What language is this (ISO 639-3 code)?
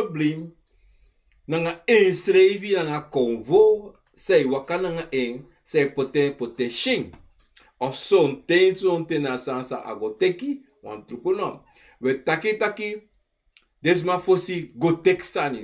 srn